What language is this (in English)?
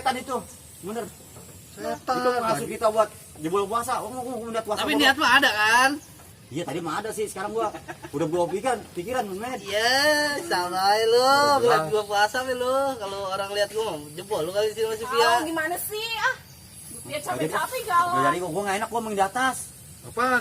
Betawi